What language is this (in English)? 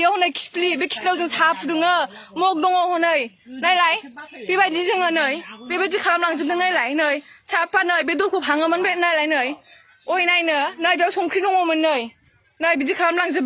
Bodo